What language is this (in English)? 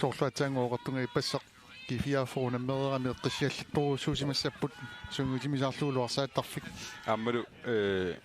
Kalaallisut